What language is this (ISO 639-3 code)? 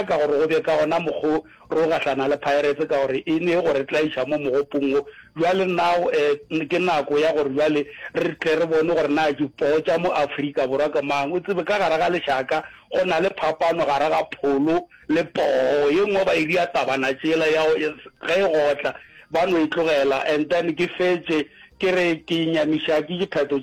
nso